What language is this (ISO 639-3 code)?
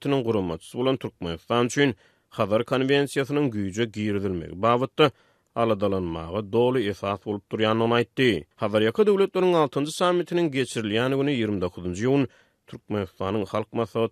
tuk